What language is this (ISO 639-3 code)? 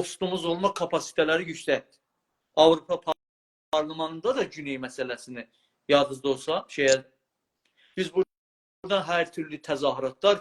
azb